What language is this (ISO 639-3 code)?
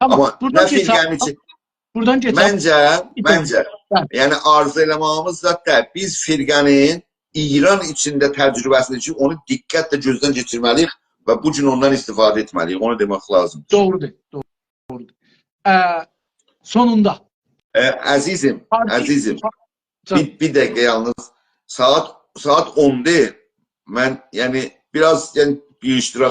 azb